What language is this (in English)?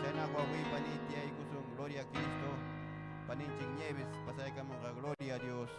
Ayacucho Quechua